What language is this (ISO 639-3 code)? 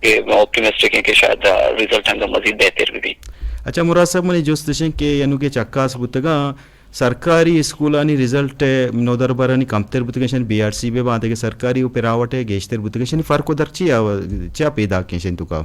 bgp